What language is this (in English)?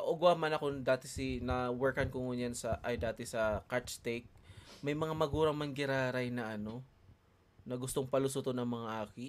Bikol